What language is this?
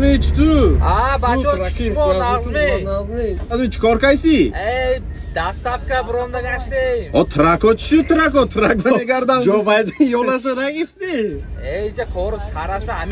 Tajik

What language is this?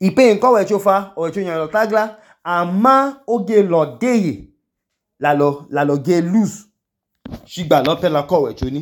Idoma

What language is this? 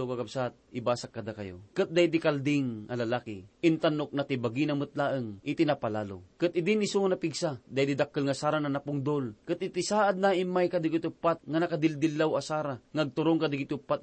Iloko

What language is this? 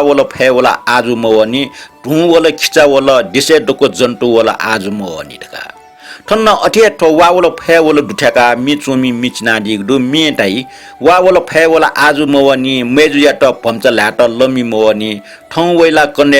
Newari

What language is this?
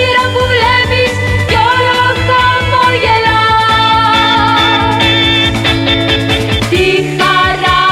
Greek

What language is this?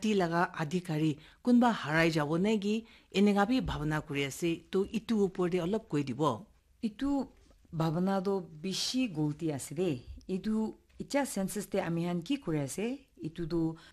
Naga Pidgin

